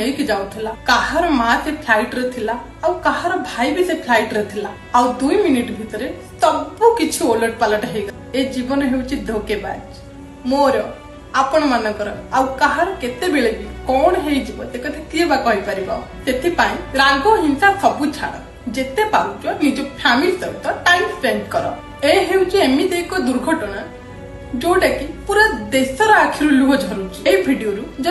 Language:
Odia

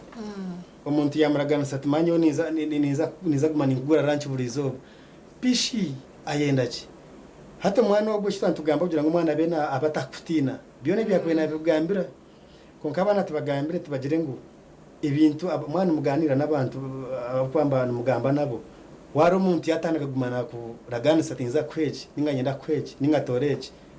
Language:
Nyankole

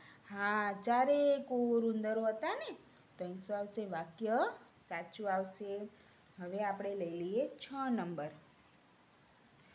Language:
Gujarati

